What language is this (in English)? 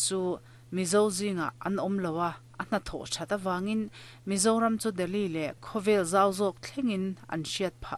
Mizo